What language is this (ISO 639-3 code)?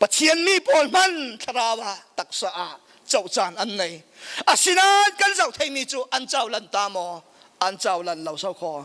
cfm